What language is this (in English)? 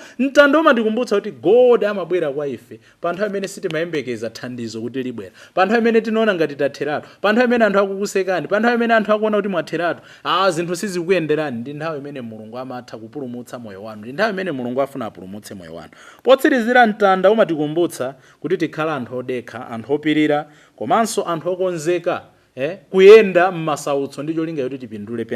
Nyanja